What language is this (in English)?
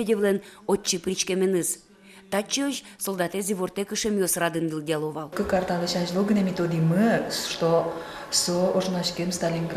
Udmurt